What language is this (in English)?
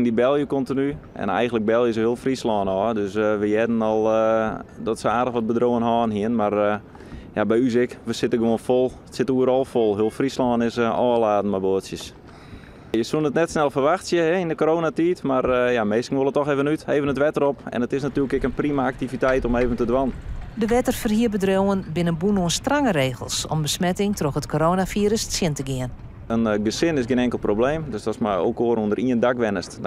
Western Frisian